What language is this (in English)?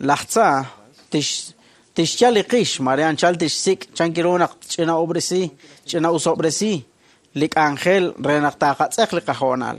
Kekchí